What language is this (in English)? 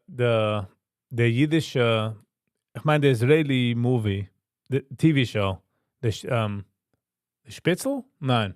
Yiddish